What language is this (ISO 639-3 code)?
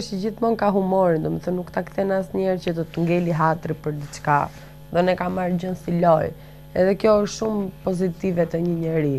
sqi